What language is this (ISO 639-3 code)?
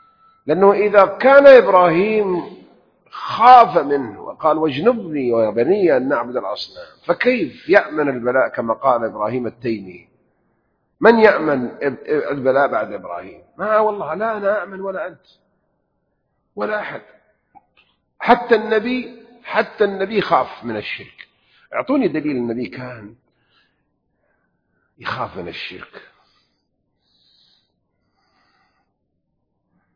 ara